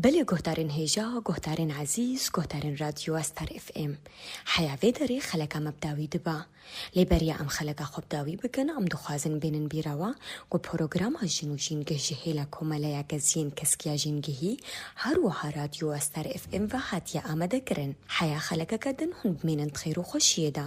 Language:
Kurdish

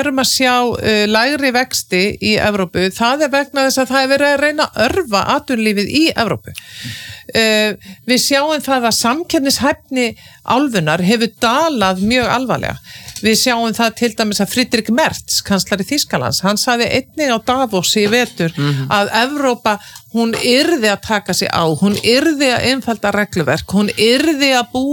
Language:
Icelandic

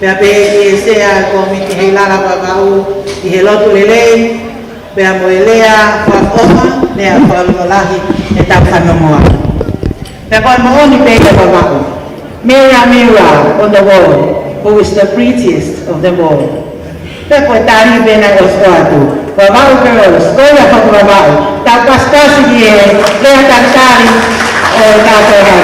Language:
Tongan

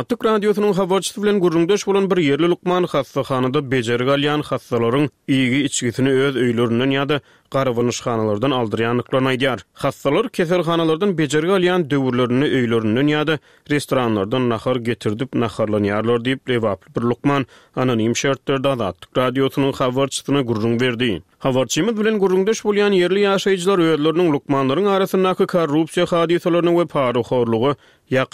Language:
Turkmen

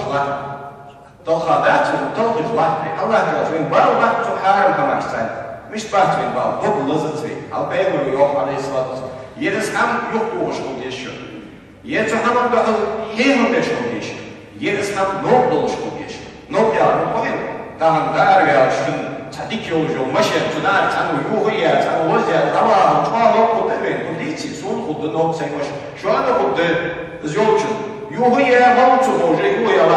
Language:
Ingush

